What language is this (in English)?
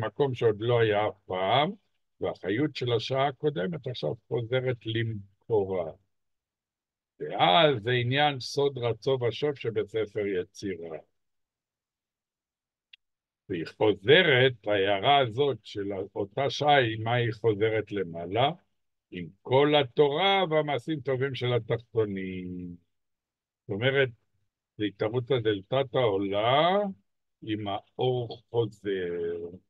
Hebrew